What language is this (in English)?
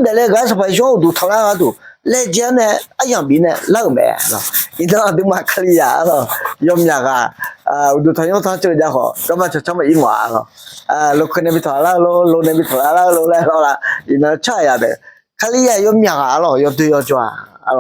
Akha